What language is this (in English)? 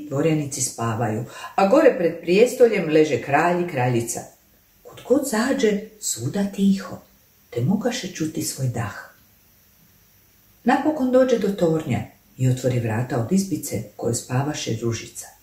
Croatian